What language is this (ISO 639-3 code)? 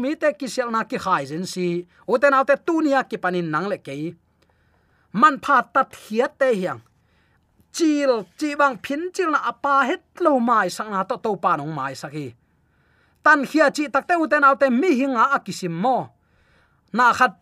ctd